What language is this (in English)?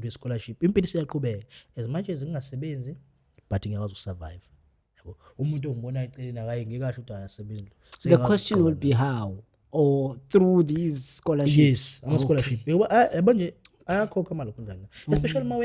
Zulu